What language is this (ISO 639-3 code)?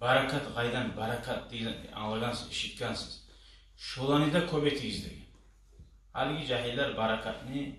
kum